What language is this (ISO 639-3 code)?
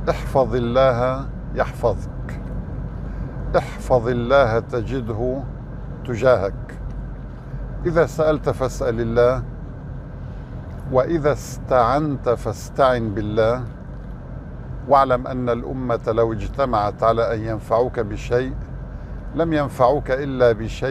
ara